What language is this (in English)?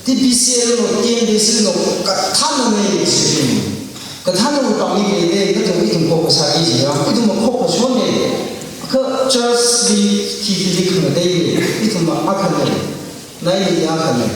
Tangkhul Naga (India)